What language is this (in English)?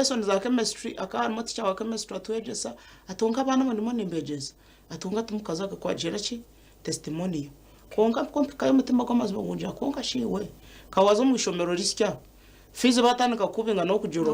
Nyankole